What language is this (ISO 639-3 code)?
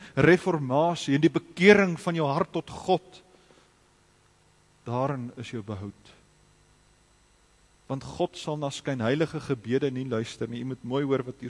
afr